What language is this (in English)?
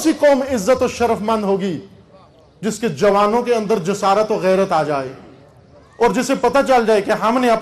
Urdu